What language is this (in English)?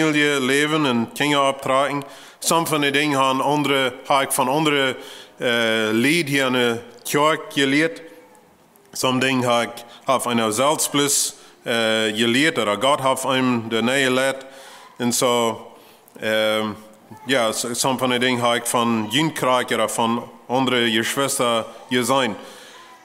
Plautdietsch